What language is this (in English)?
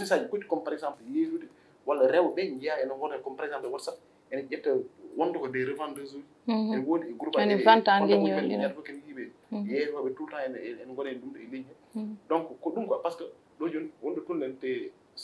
Fula